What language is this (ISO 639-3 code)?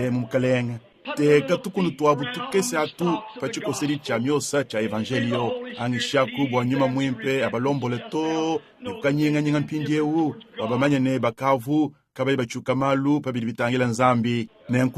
lua